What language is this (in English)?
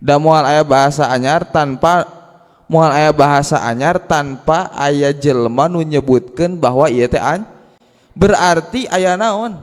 Sundanese